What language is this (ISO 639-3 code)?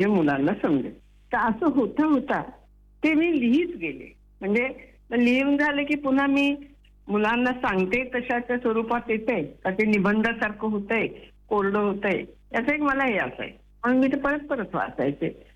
mar